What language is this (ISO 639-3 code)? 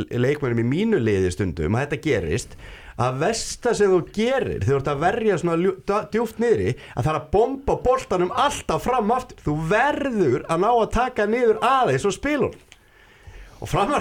isl